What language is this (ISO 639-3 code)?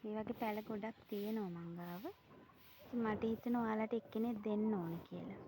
sin